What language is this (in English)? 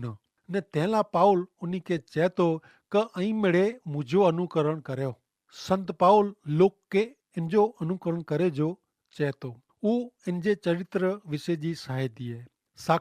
Kachhi